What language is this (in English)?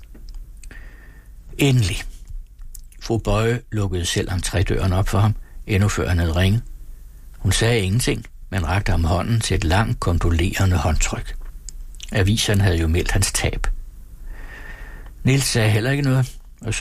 Danish